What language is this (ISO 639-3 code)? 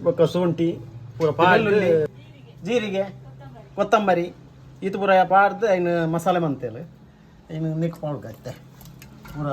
tcy